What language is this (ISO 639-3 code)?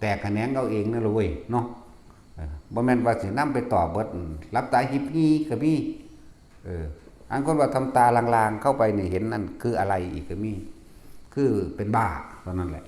tts